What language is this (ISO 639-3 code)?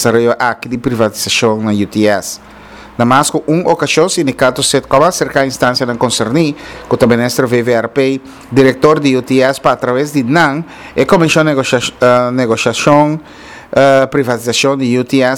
pap